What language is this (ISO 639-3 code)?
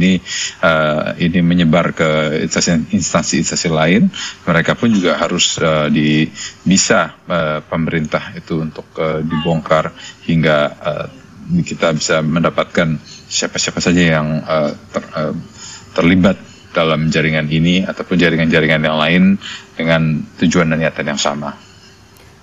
ind